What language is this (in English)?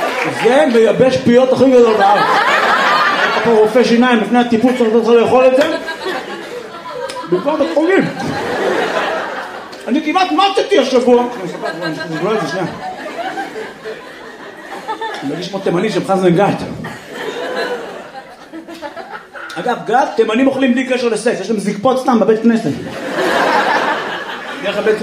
Hebrew